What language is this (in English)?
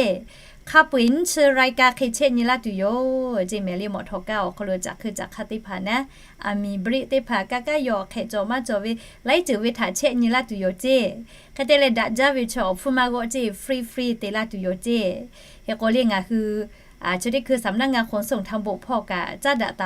Lahu